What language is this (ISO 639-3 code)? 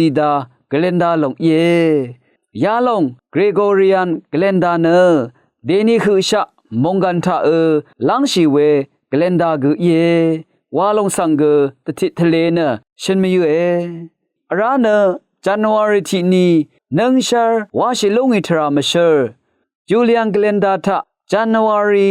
raw